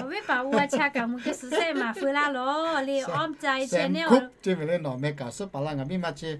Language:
Lahu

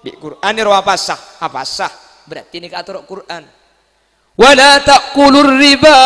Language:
Madurese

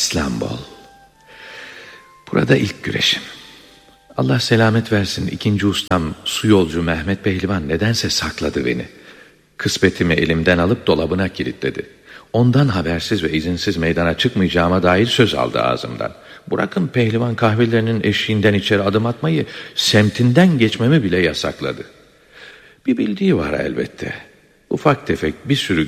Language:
Turkish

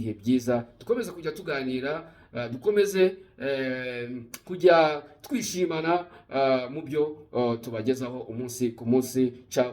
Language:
Kinyarwanda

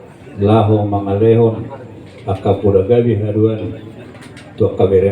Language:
Batak Toba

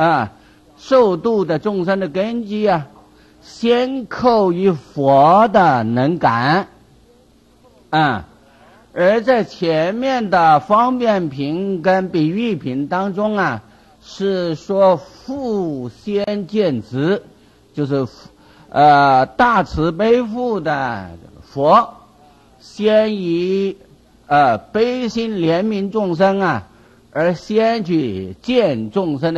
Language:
Chinese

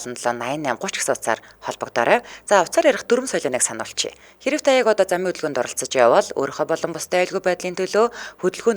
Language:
Mongolian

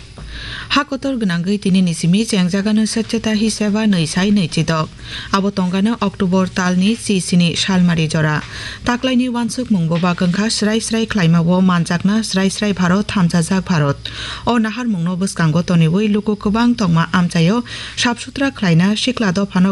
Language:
Kok Borok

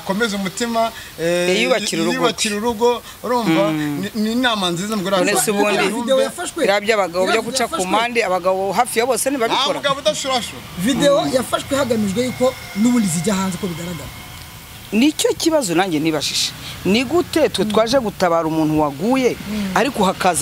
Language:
Kinyarwanda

